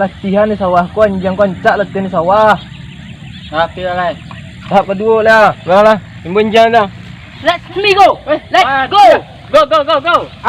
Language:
Minangkabau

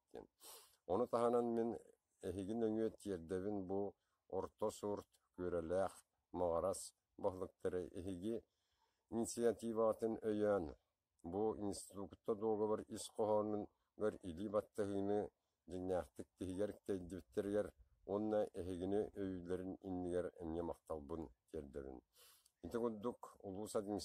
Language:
Yakut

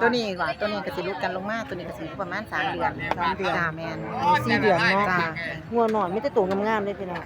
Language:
Northeastern Thai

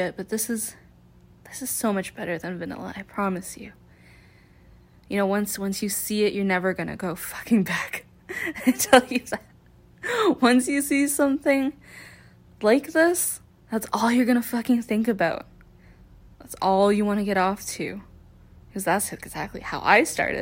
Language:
English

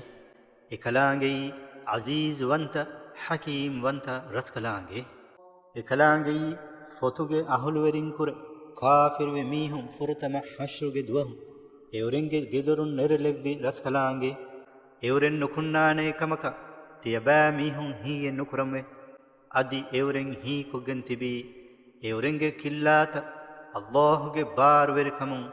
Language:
Divehi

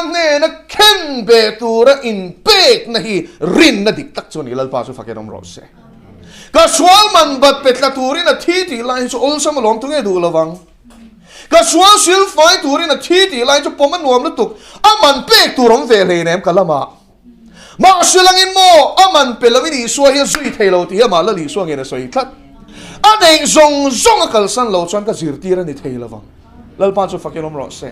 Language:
Mizo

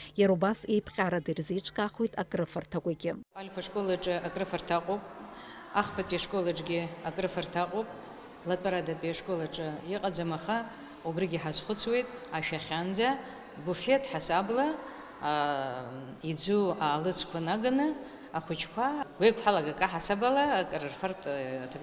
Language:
Abkhazian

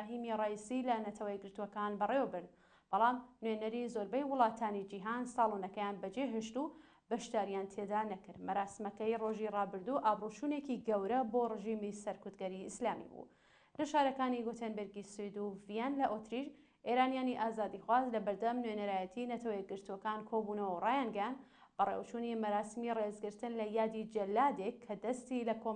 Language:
Central Kurdish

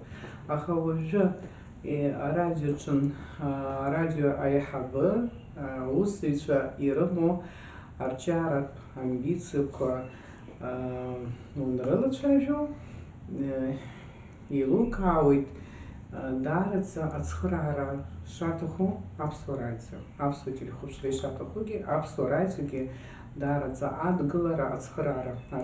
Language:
Abkhazian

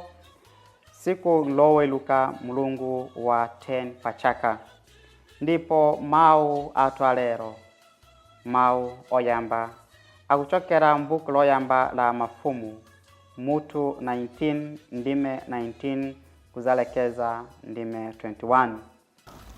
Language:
Nyanja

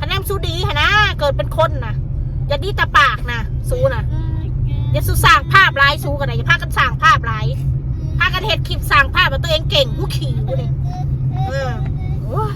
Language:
Northeastern Thai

